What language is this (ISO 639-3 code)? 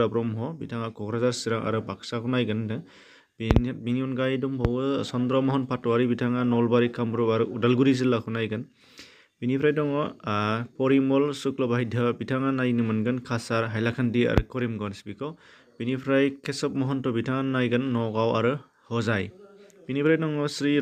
brx